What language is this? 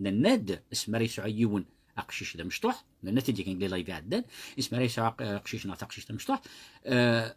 Kabyle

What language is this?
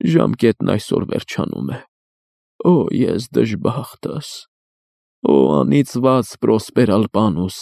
Armenian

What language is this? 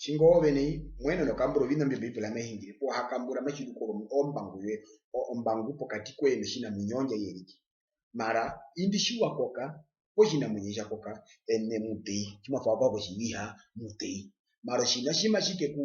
Herero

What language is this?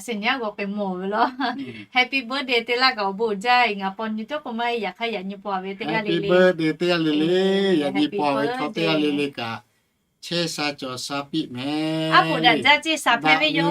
Lahu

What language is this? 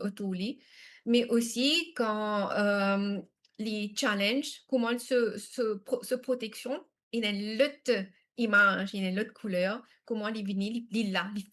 Morisyen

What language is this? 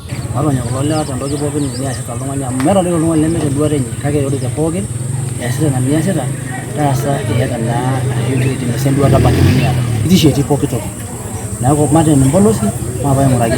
Masai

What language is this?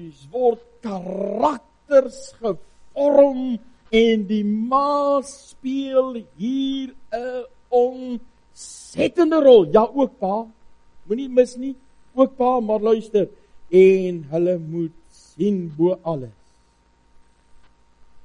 Afrikaans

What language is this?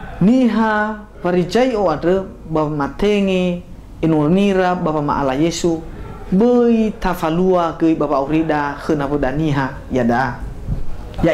Nias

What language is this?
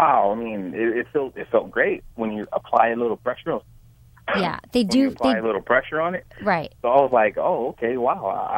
English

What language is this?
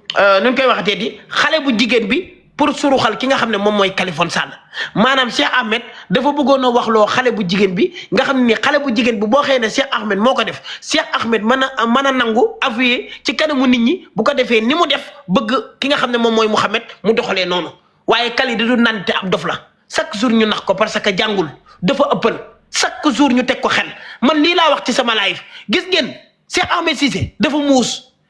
Wolof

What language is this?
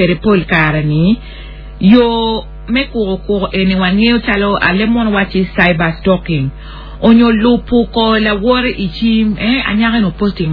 Acoli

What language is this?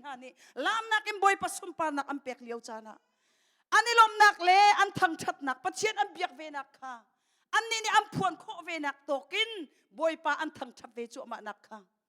Hakha Chin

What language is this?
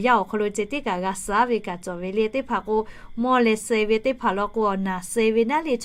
Lahu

